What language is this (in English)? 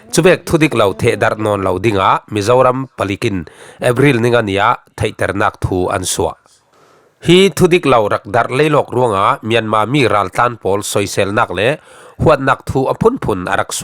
Falam Chin